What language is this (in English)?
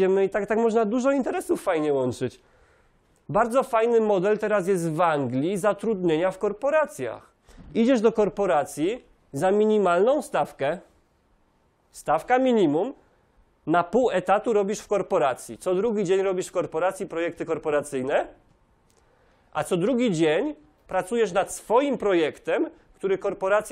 Polish